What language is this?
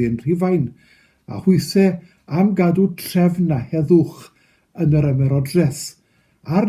Welsh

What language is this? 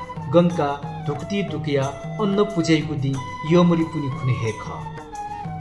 Newari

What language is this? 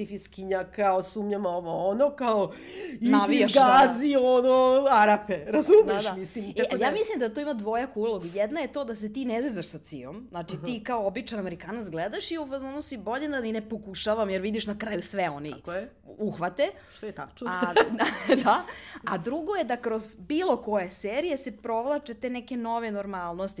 Serbian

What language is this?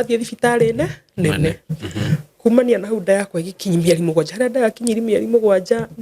Kikuyu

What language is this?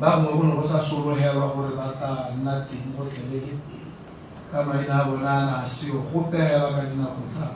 Tswana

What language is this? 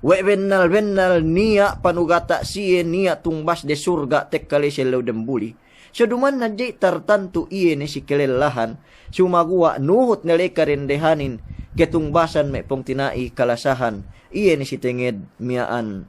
Yakan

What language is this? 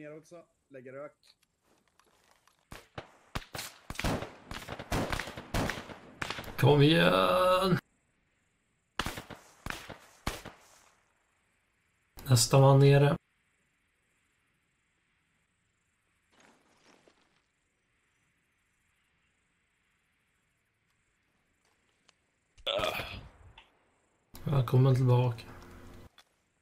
Swedish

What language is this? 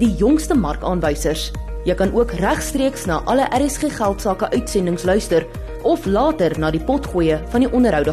Afrikaans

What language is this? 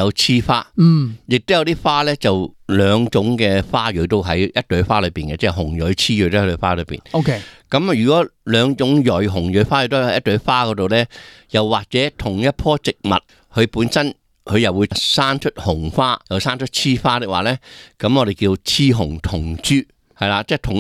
Cantonese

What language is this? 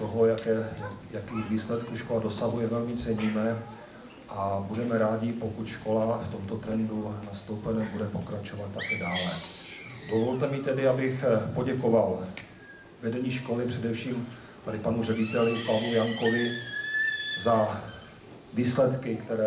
Czech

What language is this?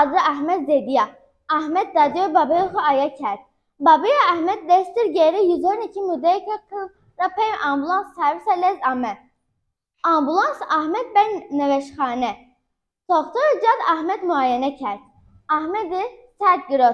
Zaza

